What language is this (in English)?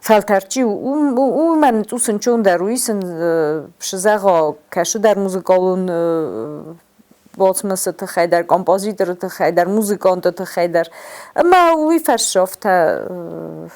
Ossetic